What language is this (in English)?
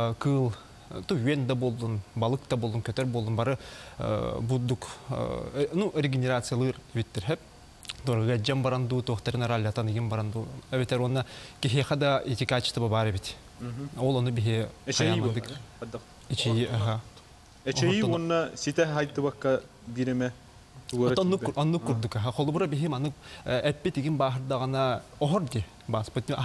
Yakut